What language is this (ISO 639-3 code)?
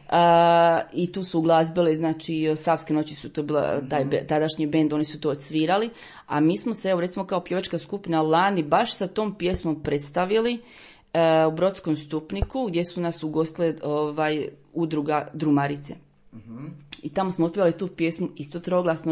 hrv